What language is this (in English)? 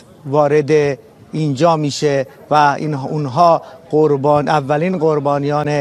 Persian